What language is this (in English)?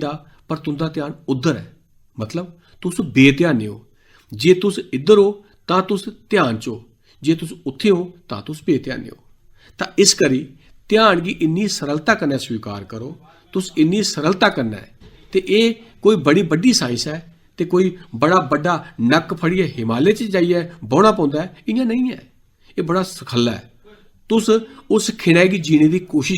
Dogri